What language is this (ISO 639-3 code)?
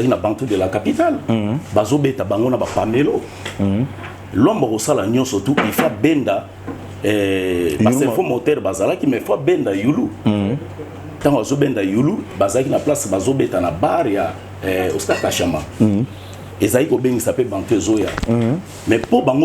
lin